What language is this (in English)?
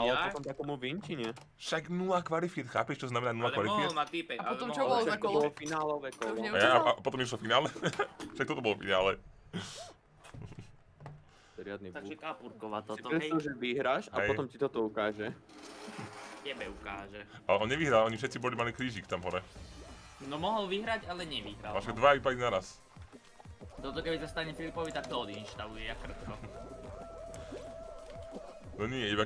Slovak